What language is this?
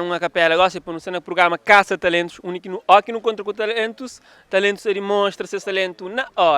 Kabuverdianu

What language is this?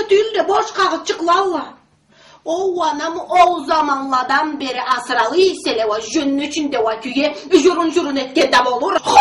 Karachay-Balkar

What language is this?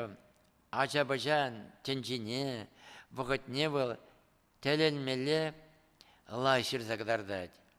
Chuvash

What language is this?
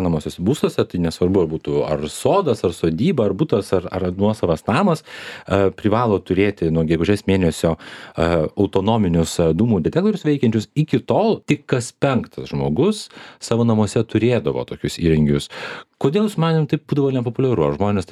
Lithuanian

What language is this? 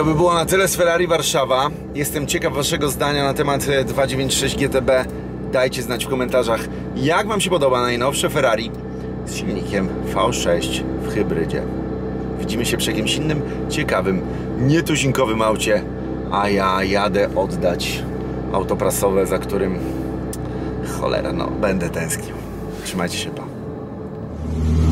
Polish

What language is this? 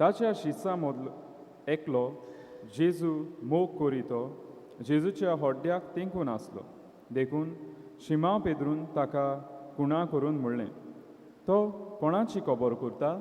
Konkani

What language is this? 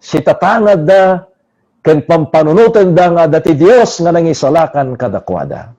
Iloko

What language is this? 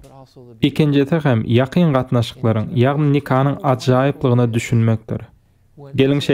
Turkmen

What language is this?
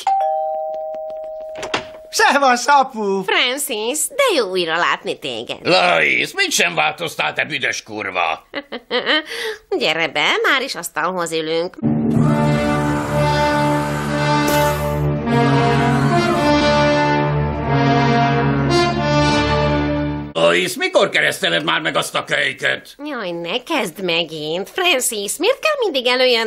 Hungarian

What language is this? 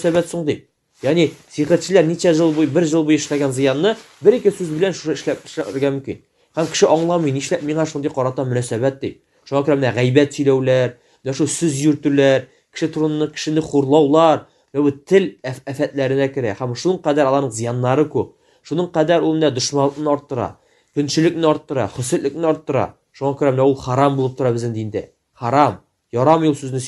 Tatar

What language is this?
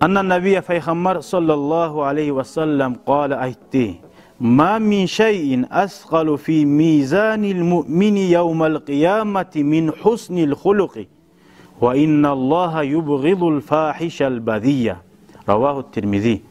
Kumyk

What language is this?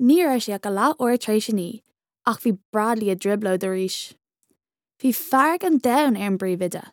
Irish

